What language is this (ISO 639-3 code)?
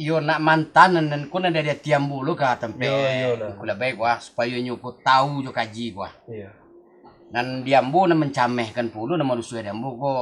min